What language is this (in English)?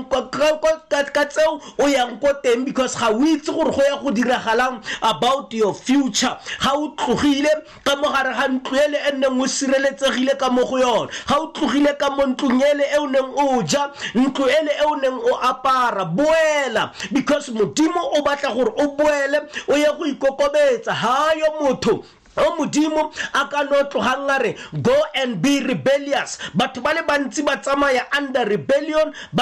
Tswana